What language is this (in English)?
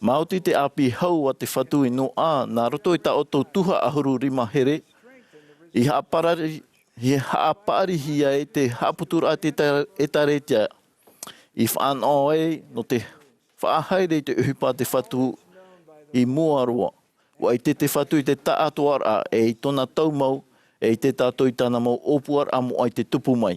Tahitian